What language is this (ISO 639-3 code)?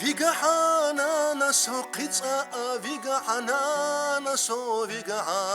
che